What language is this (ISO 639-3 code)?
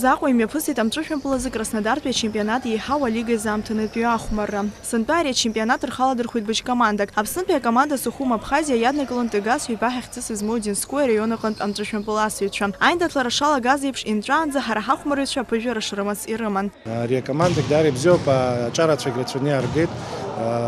abk